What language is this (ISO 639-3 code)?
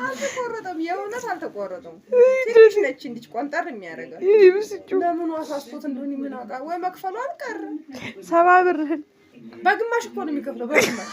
amh